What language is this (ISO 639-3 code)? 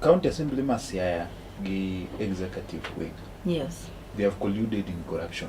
luo